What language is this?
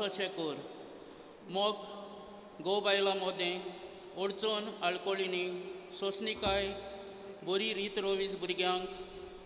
Konkani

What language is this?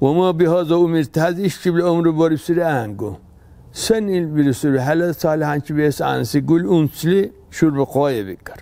Dargwa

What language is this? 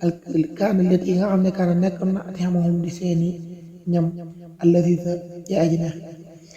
Wolof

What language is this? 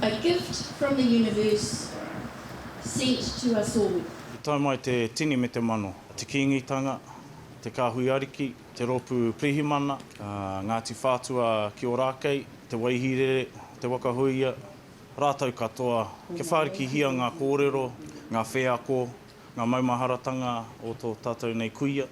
Māori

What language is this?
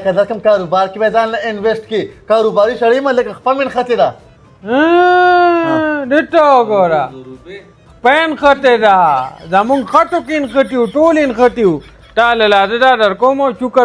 Pashto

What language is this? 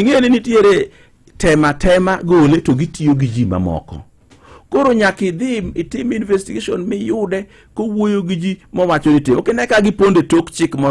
Luo (Kenya and Tanzania)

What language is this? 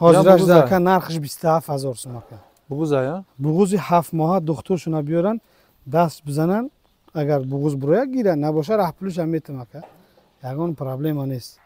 Tajik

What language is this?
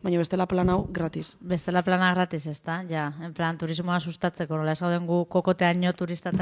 Basque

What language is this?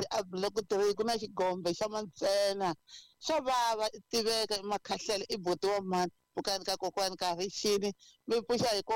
Tsonga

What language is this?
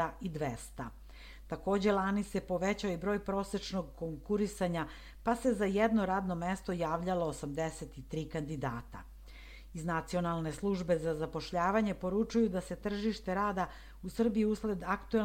Serbian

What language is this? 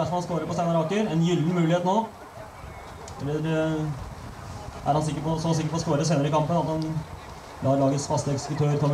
Norwegian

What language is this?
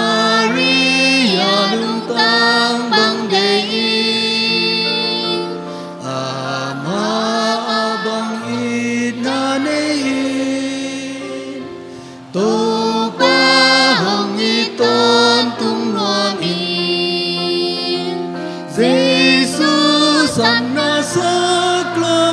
Tedim Chin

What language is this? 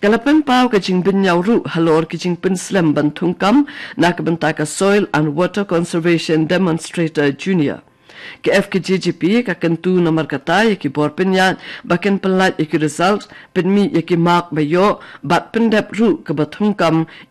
Khasi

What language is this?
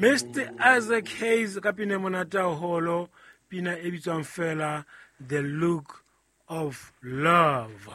Southern Sotho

